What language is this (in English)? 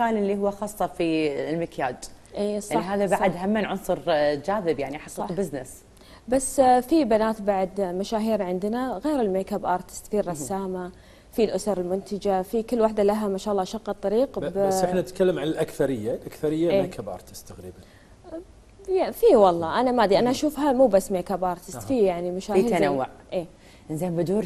Gulf Arabic